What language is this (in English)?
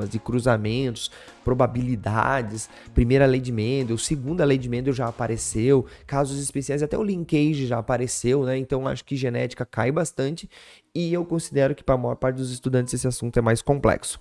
Portuguese